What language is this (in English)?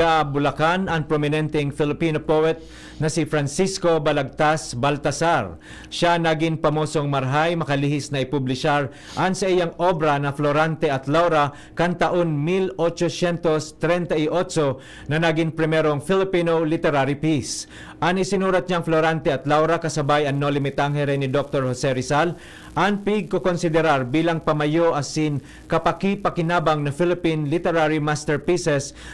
Bikol